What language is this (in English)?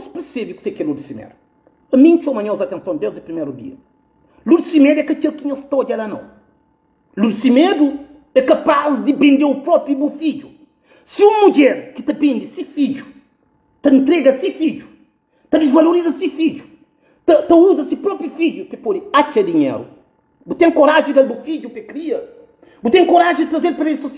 Kabuverdianu